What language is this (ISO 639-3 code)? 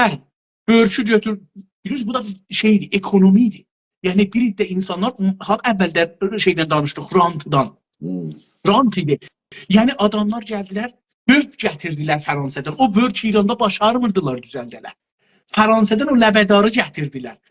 azb